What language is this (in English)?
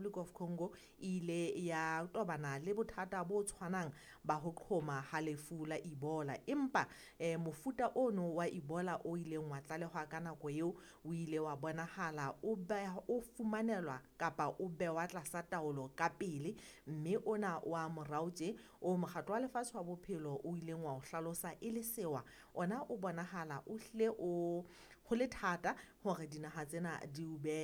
Southern Sotho